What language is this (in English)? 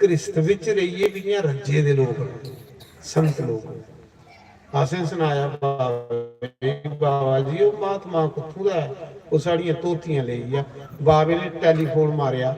Dogri